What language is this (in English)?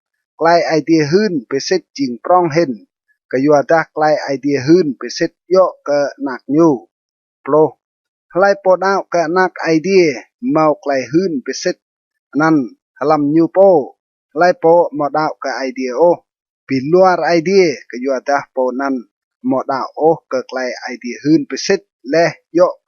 Rade